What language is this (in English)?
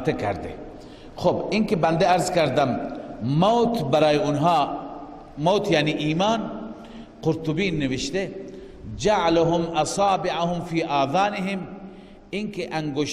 Persian